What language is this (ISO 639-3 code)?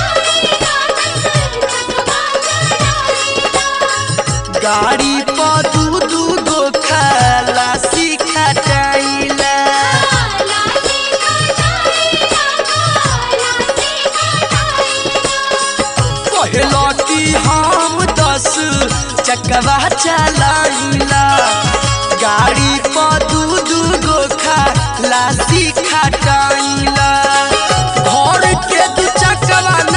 bho